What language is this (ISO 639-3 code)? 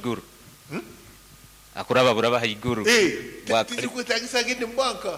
nyo